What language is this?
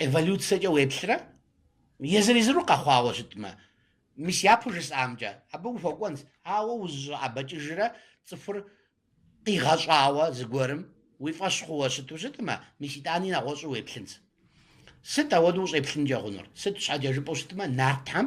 Kabardian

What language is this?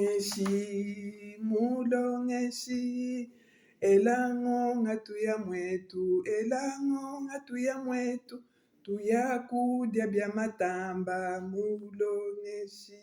Luba-Lulua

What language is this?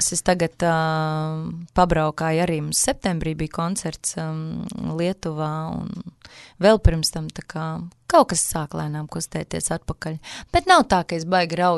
Latvian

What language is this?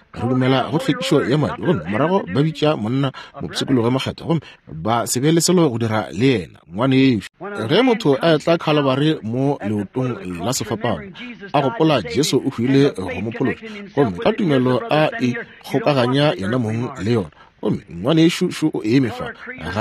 Northern Sotho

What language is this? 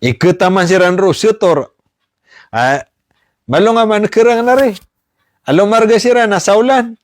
Maranao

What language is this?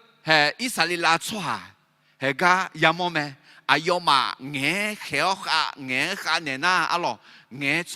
Akha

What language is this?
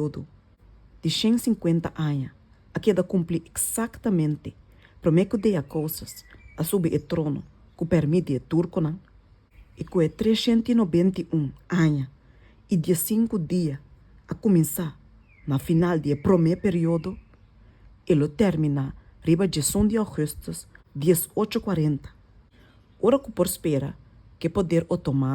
Papiamento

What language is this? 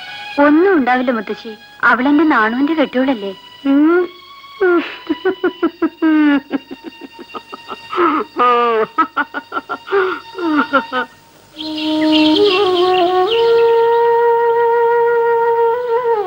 Malayalam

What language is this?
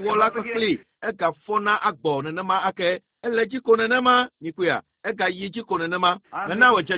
Ewe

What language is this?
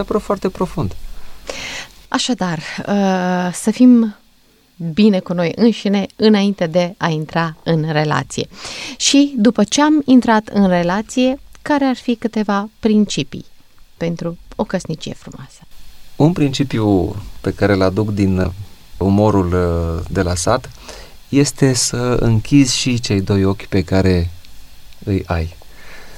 Romanian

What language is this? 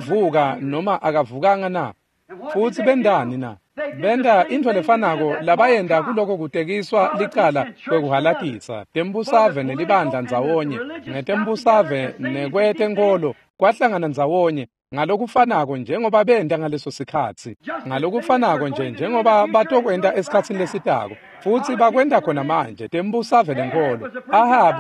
Swati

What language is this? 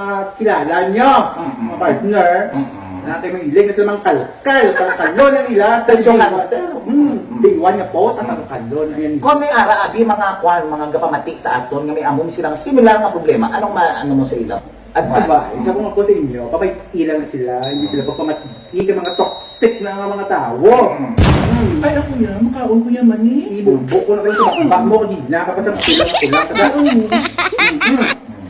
Hiligaynon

